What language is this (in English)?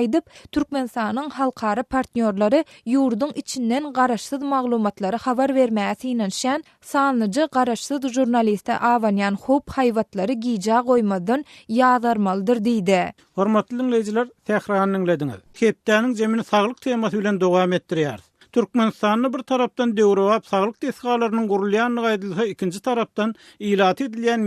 Turkmen